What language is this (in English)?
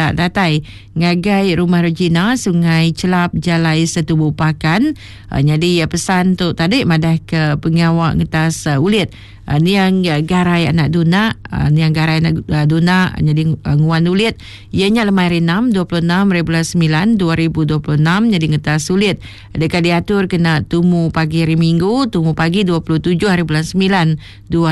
Iban